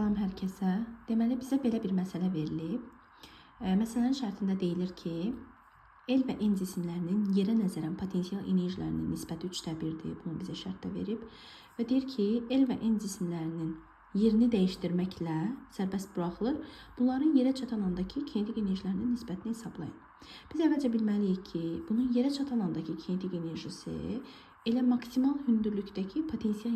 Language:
Azerbaijani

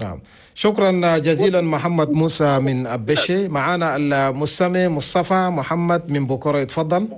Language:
Chadian Arabic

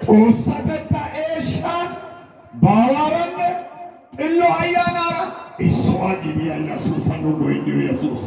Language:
Amharic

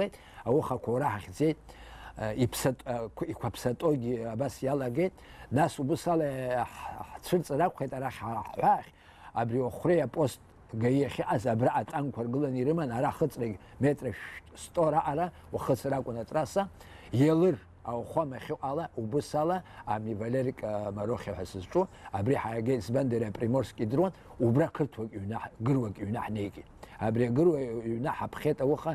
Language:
Abkhazian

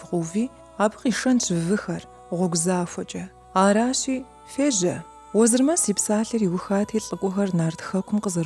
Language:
Kabardian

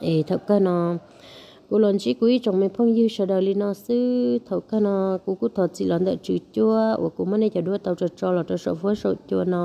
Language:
Hmong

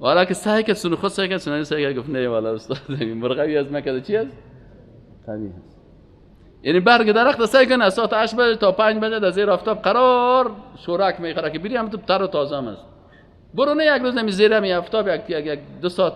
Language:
Persian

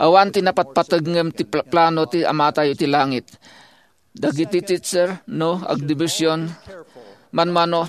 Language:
Iloko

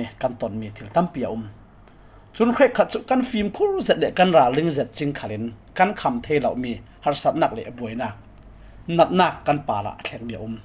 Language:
Falam Chin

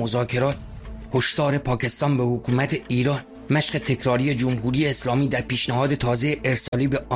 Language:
Persian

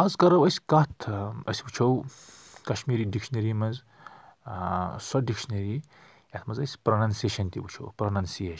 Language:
Kashmiri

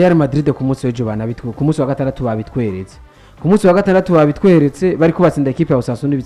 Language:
Rundi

